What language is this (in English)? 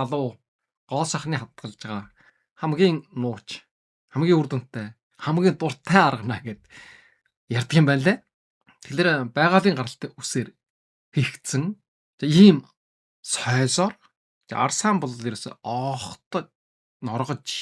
Mongolian